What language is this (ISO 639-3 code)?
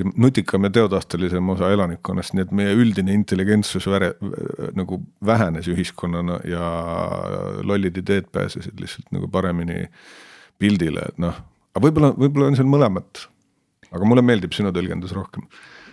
est